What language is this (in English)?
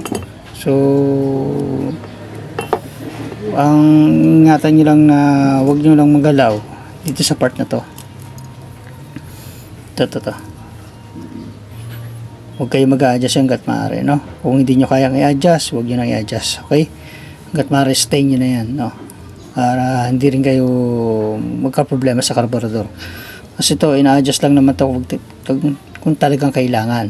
Filipino